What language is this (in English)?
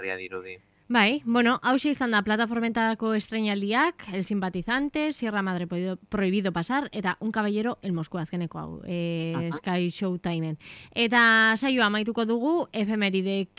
Basque